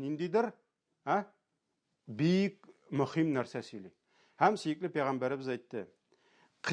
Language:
Tatar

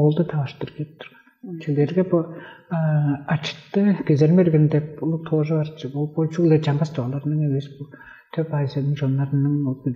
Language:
Tuvinian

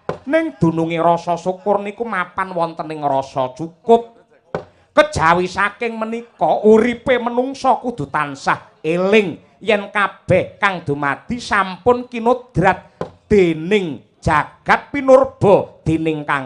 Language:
Javanese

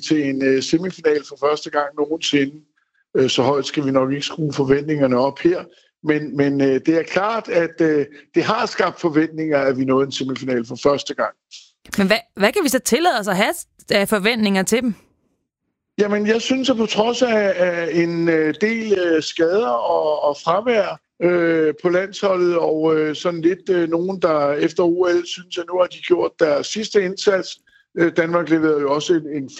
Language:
Danish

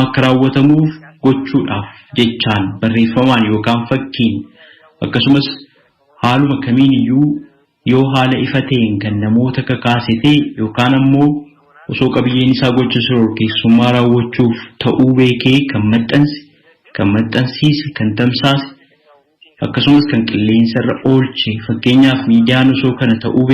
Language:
Oromo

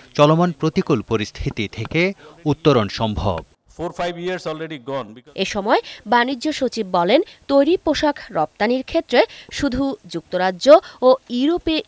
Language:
Bangla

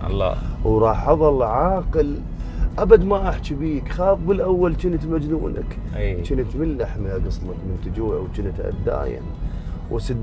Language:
Mesopotamian Arabic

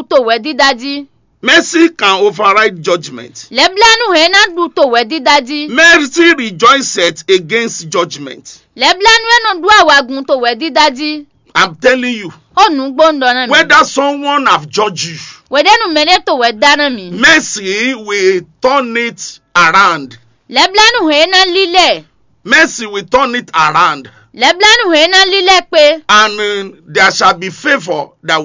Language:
Fon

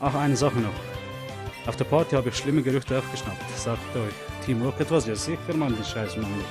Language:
Swiss German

